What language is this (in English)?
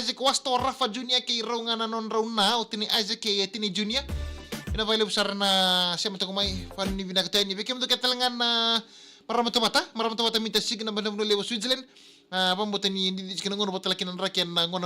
Fijian